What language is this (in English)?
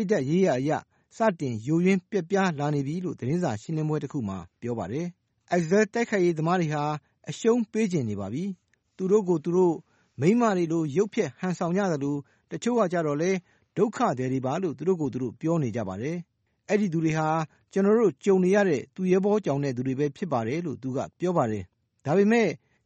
Burmese